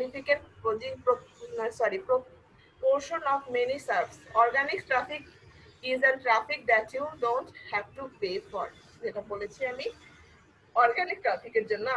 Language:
Bangla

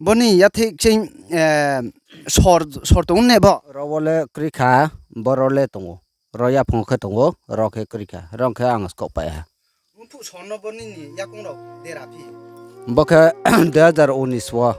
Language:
Riang (India)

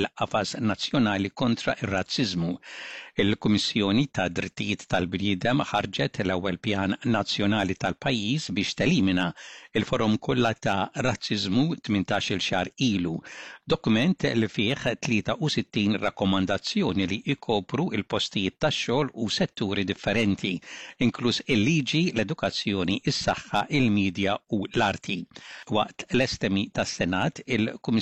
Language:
Maltese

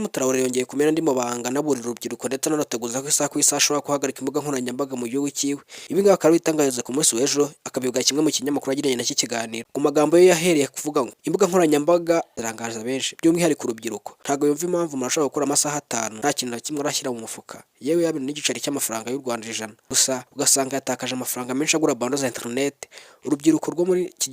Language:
Kinyarwanda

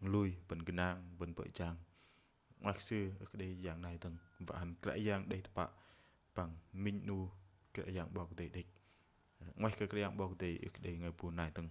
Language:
Bahnar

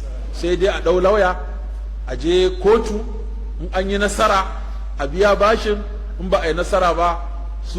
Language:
Hausa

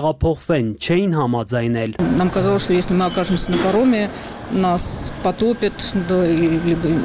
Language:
Armenian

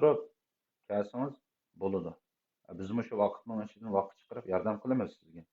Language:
Uyghur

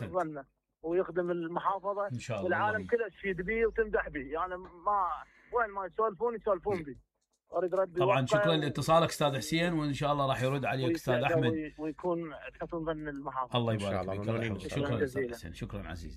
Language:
Mesopotamian Arabic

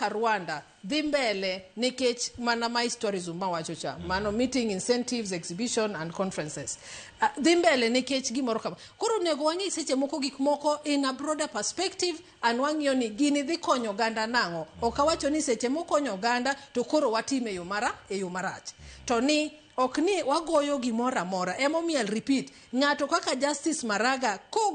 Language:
Luo (Kenya and Tanzania)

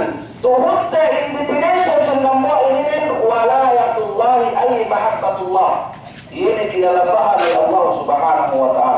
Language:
Yakan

